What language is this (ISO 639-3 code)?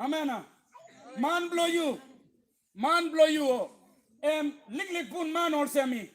tpi